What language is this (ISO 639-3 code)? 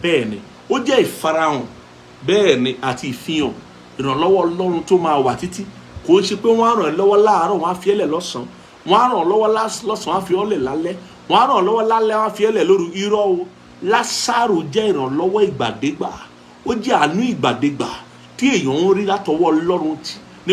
yor